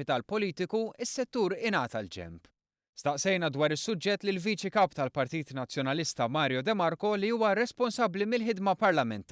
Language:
Maltese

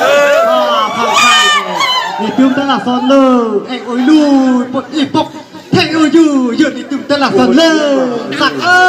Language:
Karbi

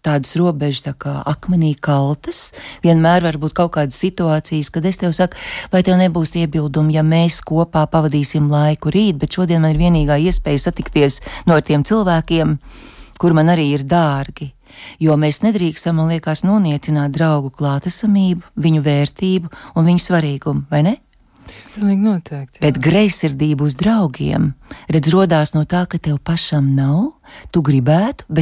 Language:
Latvian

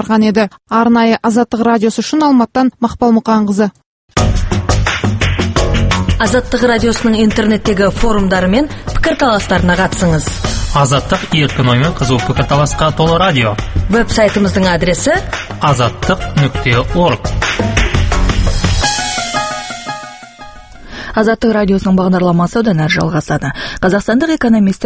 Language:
Kazakh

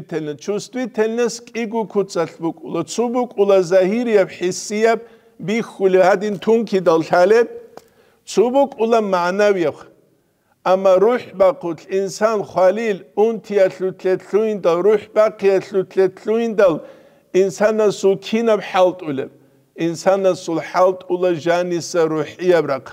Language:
Avaric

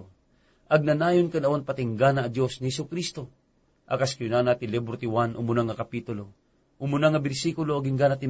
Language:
Iloko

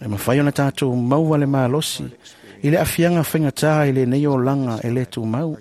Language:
Samoan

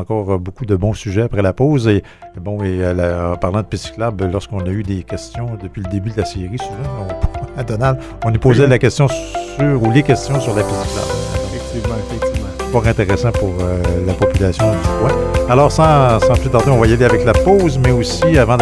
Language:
French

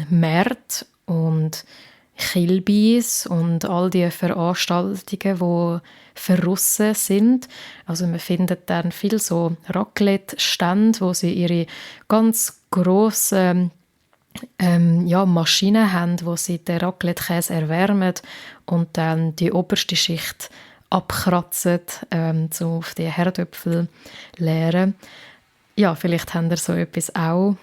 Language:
Swiss German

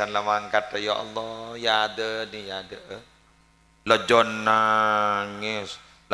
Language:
Madurese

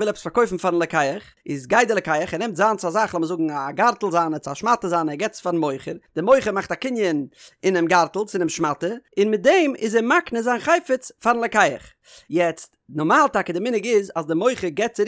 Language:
Yiddish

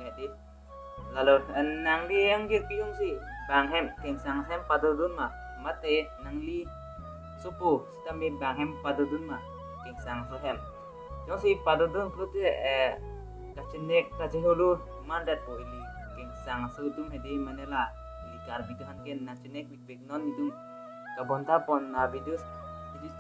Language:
Karbi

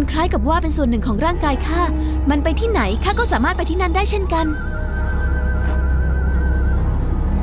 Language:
Thai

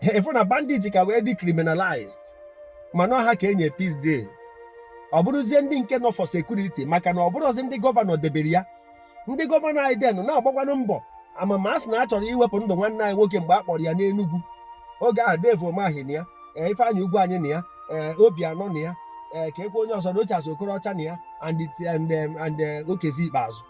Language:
Igbo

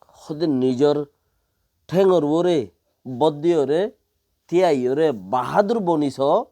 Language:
Rohingya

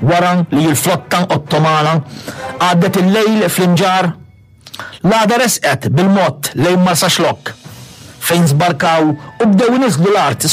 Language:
Maltese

